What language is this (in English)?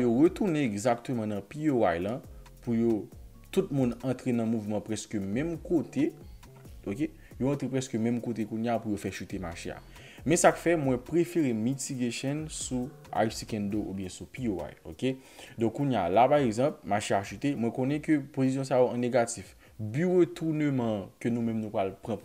Haitian Creole